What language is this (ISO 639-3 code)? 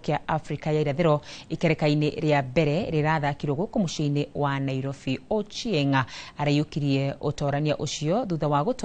kik